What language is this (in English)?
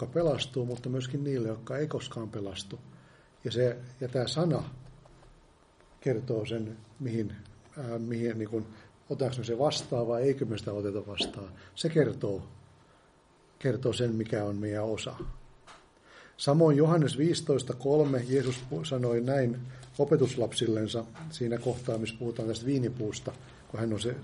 Finnish